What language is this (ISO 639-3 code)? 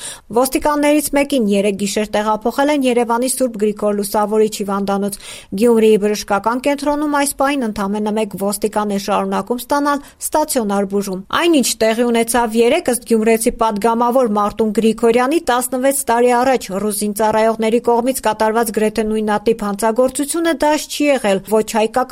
hye